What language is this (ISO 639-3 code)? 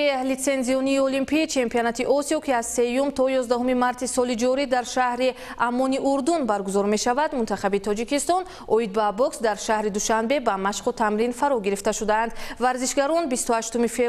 tgk